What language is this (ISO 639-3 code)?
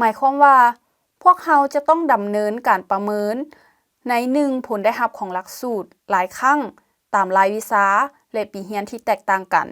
lao